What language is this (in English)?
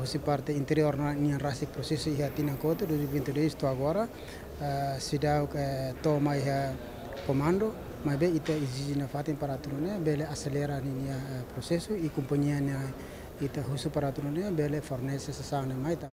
Tetum